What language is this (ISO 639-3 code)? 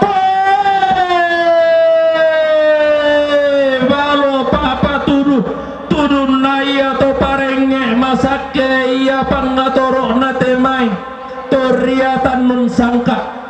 sda